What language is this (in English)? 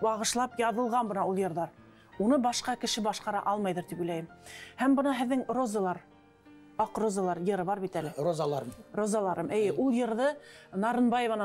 Bashkir